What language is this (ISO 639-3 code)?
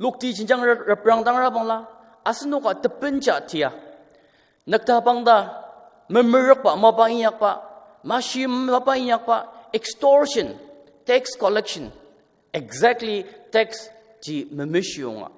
njo